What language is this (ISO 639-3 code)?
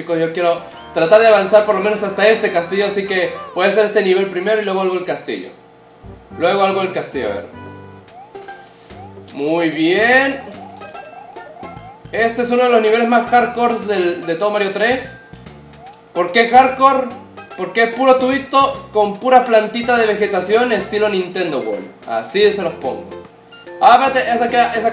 spa